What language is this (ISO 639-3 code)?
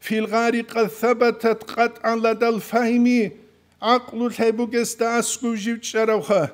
ava